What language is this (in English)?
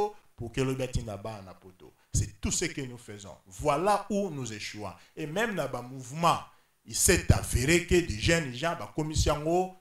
French